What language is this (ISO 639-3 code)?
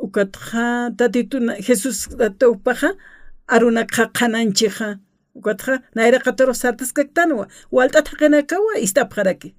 aym